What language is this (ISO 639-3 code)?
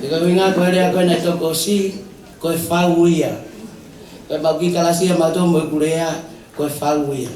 ton